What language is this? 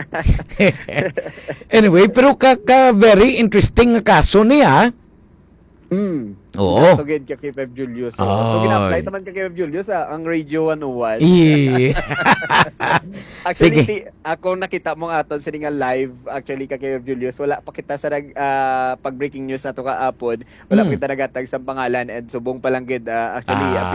Hiligaynon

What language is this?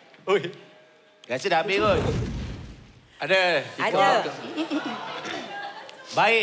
Malay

